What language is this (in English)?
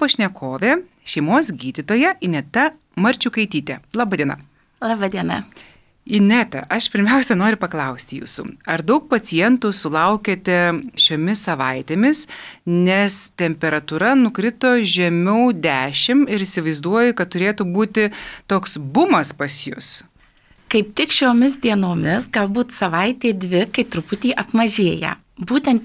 Lithuanian